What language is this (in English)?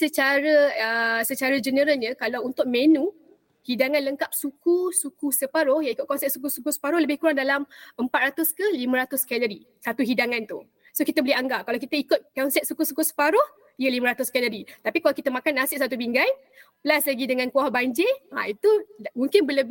Malay